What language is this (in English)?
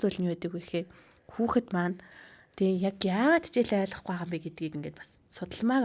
Mongolian